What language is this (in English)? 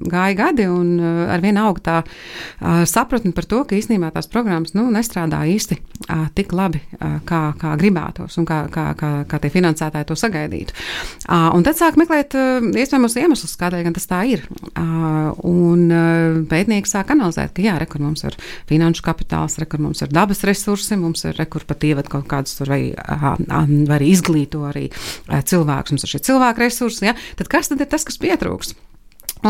Latvian